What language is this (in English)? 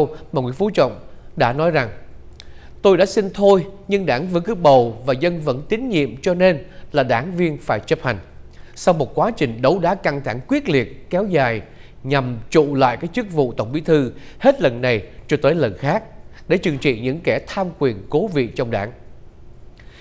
Vietnamese